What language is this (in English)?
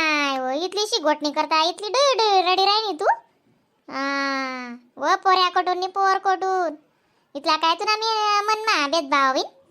Khandesi